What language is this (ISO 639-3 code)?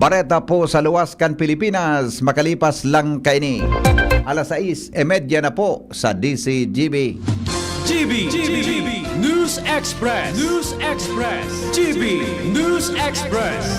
bik